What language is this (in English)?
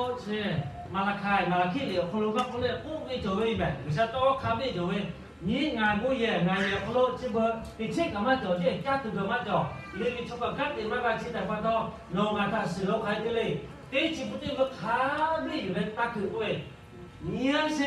Lahu